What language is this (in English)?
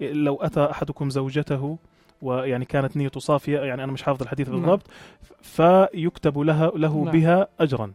North Levantine Arabic